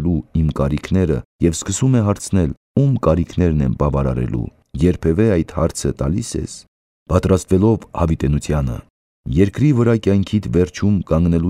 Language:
Armenian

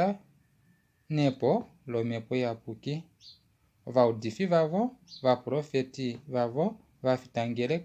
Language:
Kuanyama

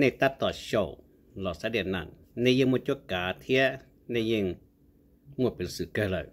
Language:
Hmong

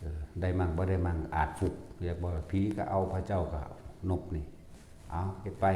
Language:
Northeastern Thai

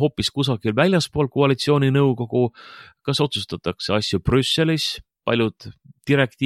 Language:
Estonian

